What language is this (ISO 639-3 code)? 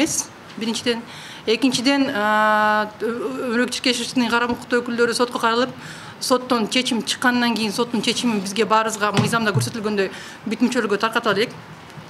kir